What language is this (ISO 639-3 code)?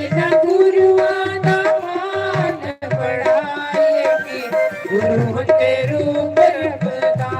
doi